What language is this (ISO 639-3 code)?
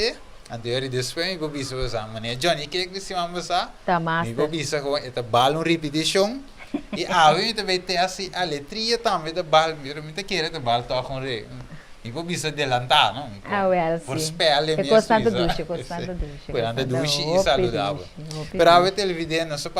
pap